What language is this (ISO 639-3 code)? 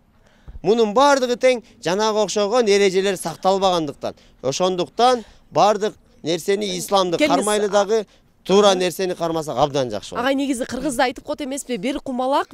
kir